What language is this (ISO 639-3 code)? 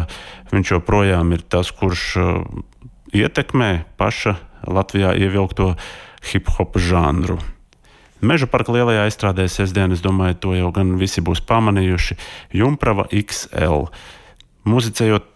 lav